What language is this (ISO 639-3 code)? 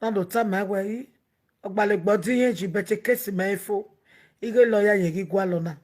pcm